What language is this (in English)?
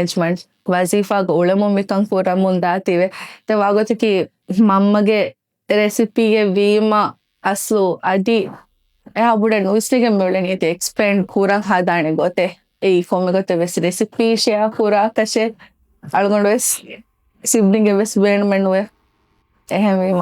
Divehi